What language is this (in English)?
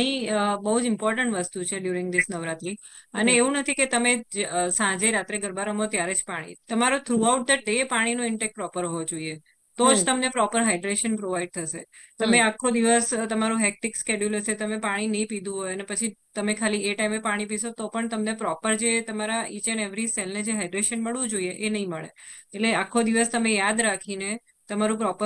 Gujarati